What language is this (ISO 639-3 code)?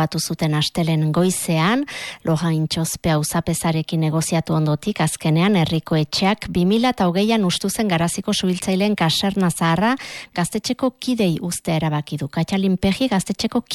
eus